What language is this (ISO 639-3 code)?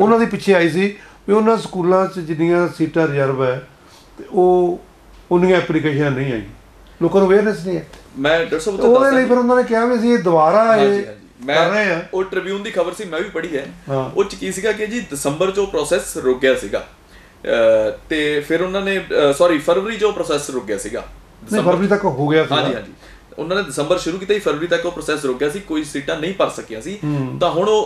pan